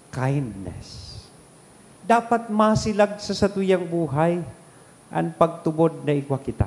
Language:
Bikol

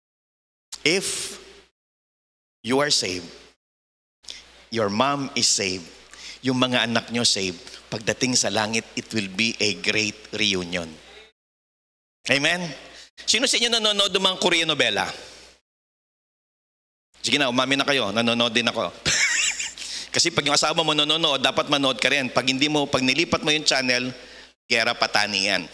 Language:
Filipino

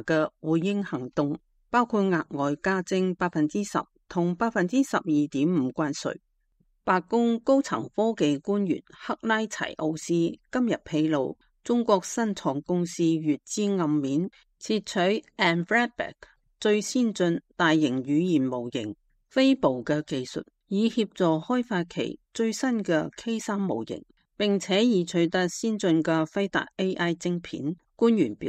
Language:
Cantonese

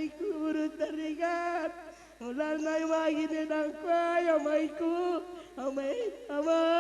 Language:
Batak Karo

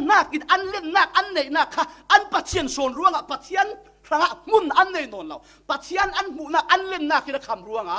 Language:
Falam Chin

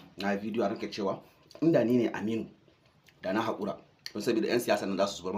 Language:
Hausa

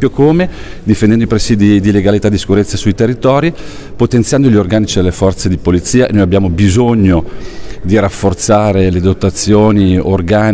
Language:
Italian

